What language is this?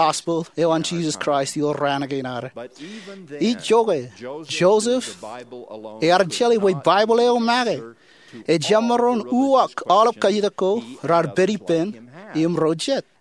Marshallese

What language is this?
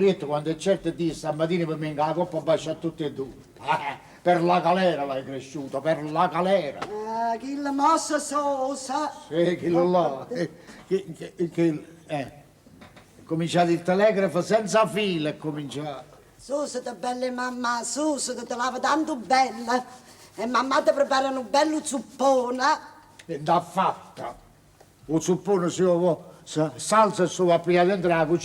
Neapolitan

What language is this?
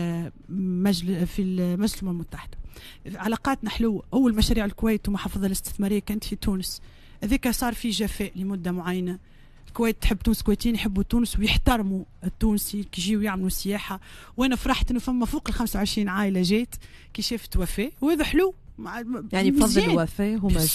Tunisian Arabic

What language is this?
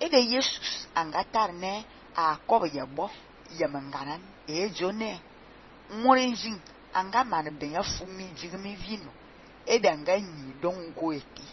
Fang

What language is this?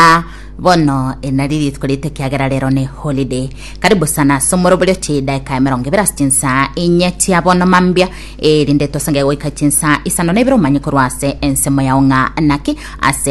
Gusii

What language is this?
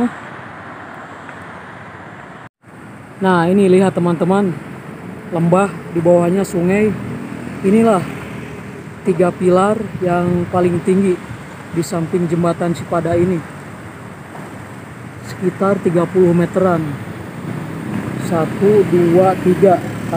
Indonesian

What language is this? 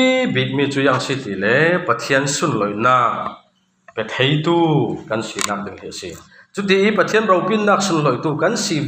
Falam Chin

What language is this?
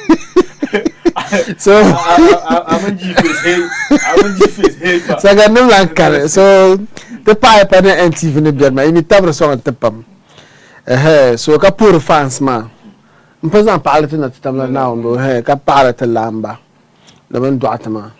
Dagbani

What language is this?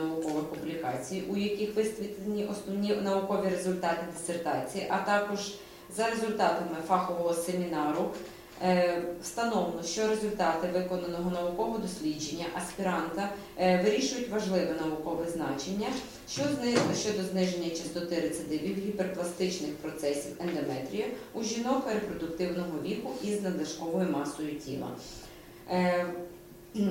Ukrainian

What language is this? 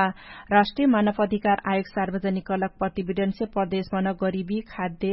Dangaura Tharu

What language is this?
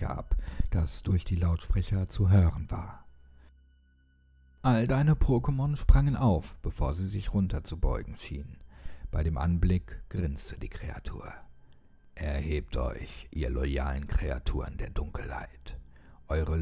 German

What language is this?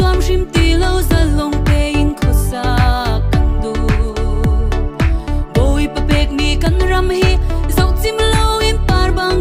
Hakha Chin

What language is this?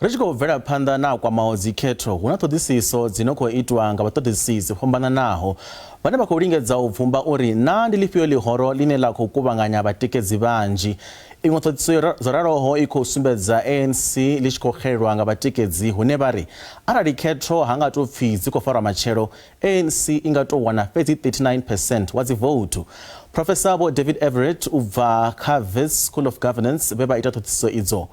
Venda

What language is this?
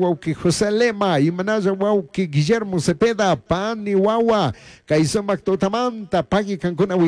Chimborazo Highland Quichua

